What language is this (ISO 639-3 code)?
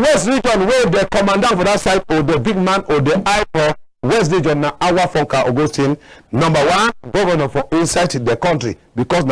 wes